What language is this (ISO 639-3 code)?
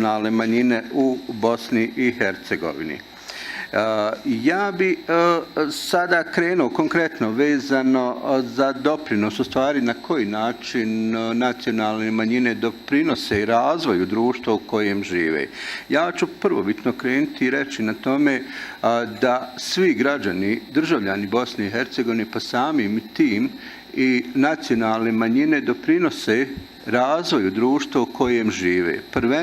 bos